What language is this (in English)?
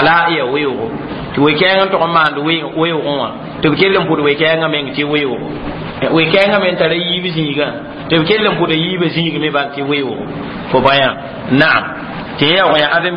Mossi